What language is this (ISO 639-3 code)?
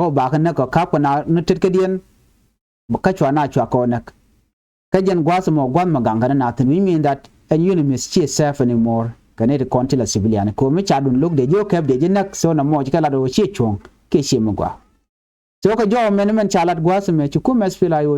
nus